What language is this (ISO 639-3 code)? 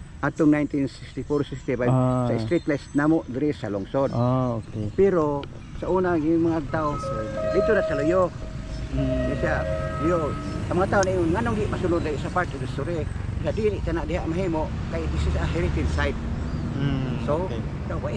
ceb